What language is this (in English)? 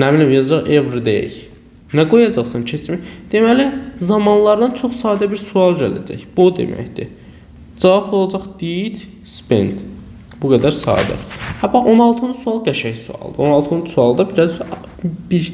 Azerbaijani